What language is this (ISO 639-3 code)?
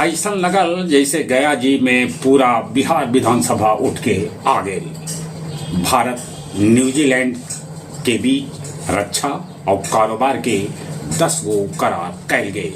mag